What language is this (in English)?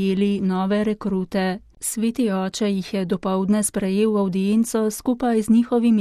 Slovenian